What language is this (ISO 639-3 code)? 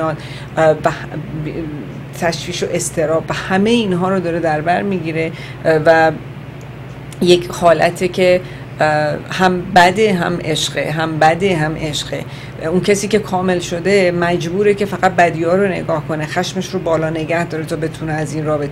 fas